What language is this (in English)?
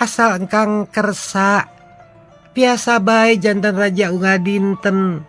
Sundanese